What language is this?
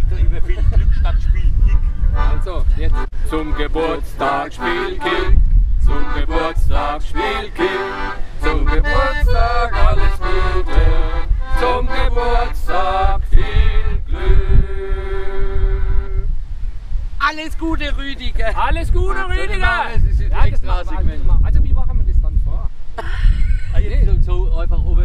German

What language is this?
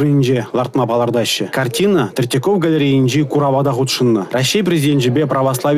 Chuvash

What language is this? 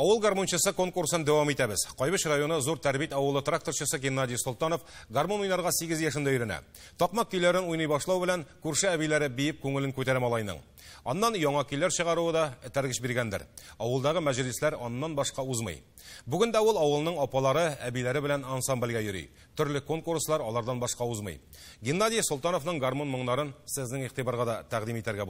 Tatar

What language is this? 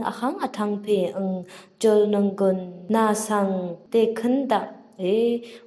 Rawang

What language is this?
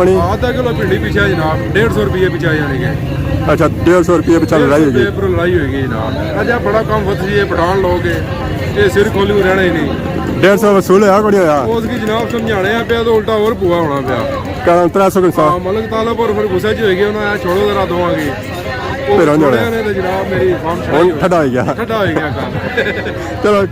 Pahari-Potwari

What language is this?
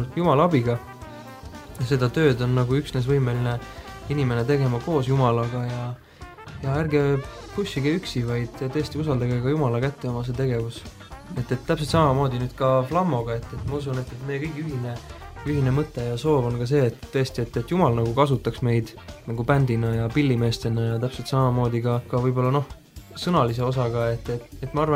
Estonian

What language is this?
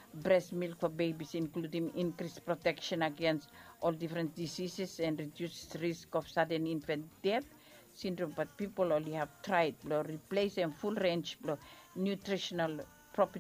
Bislama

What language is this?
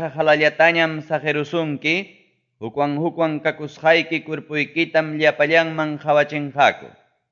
Ayacucho Quechua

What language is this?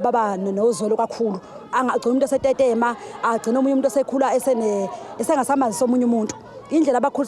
Zulu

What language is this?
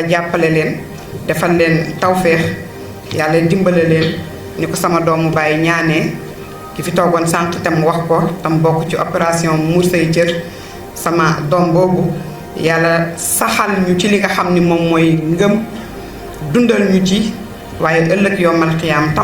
Wolof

